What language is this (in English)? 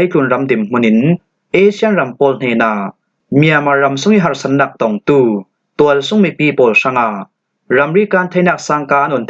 Falam Chin